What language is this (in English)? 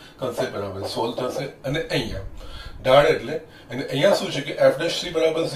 Gujarati